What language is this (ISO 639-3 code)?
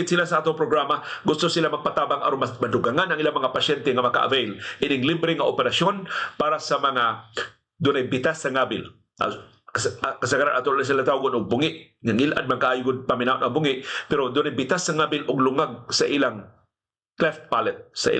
ceb